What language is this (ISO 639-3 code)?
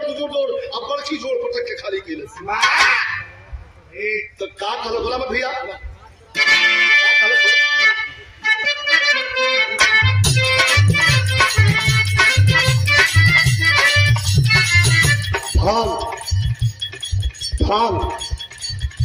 bho